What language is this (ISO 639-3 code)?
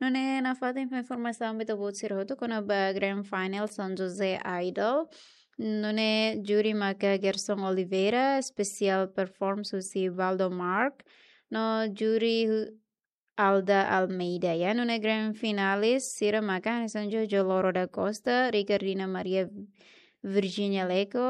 tet